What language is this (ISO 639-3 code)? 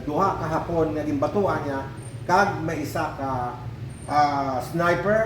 hil